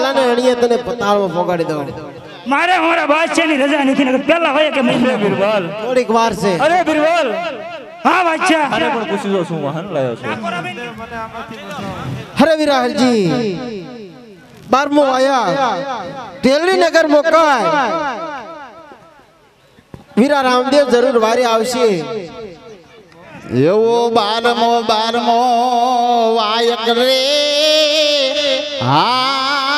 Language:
Gujarati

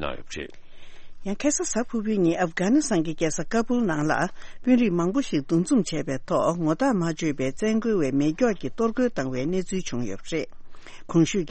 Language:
Tibetan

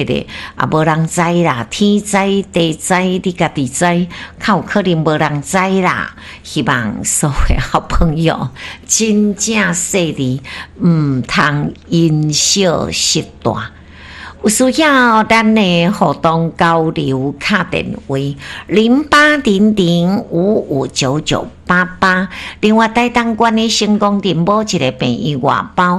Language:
Min Nan Chinese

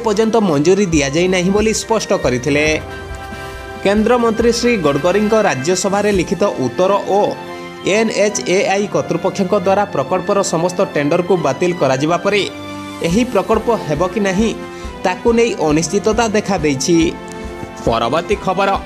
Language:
Odia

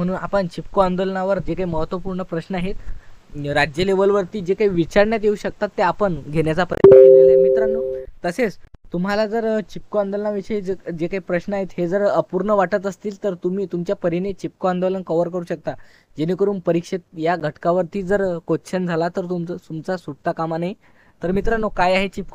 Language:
Marathi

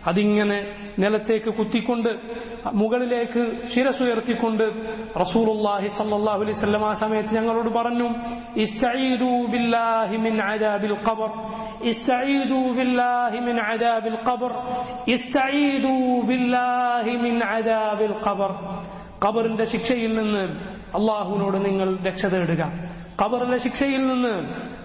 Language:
Malayalam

